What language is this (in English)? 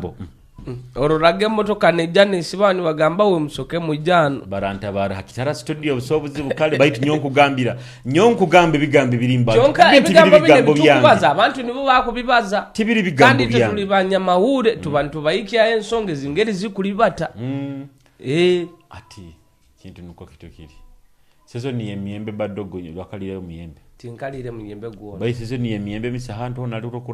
Nyoro